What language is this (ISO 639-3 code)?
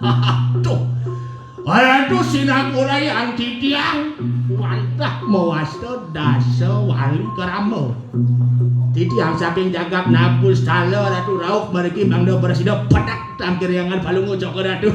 ban